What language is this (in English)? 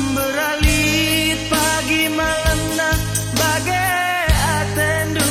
Batak Karo